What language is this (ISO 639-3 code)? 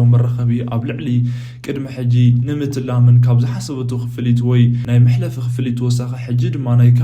tir